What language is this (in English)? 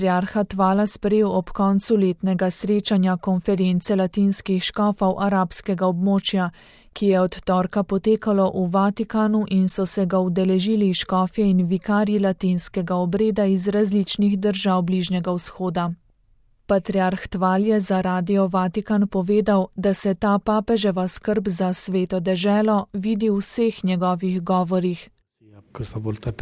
Slovenian